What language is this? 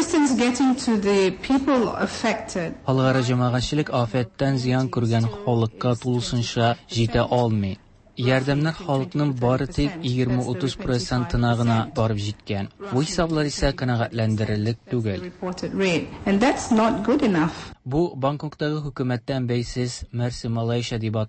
Tatar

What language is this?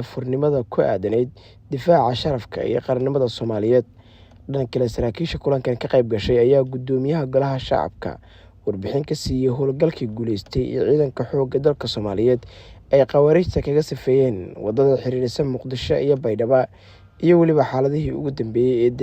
Somali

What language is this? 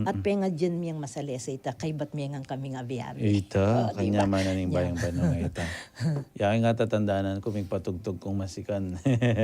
Pampanga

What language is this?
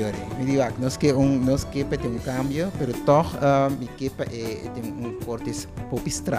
Papiamento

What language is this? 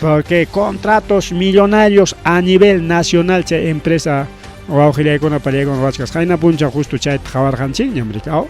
Ayacucho Quechua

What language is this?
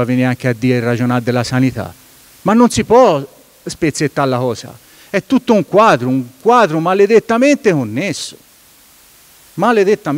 Italian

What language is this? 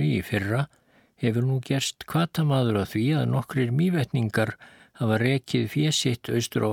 Icelandic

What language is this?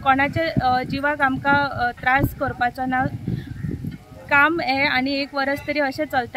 Konkani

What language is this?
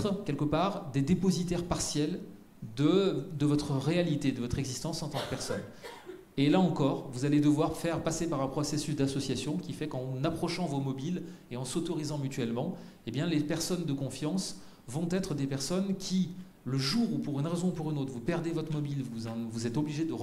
French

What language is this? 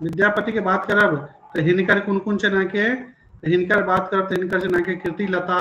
Maithili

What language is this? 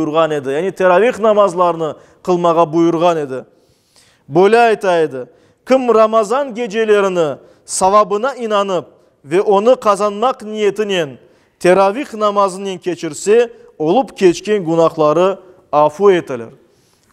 Crimean Tatar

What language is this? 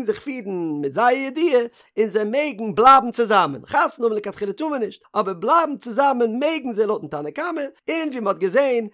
Yiddish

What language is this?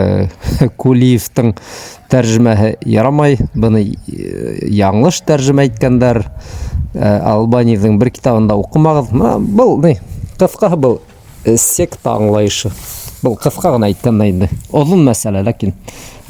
Bashkir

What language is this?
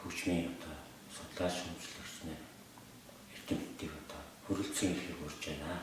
Mongolian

